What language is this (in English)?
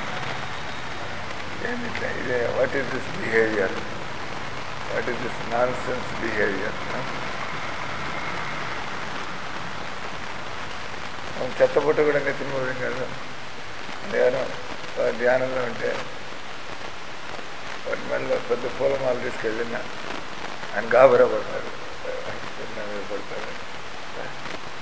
Telugu